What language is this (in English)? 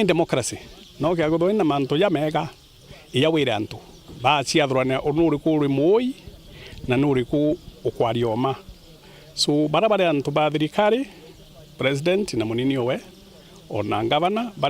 Meru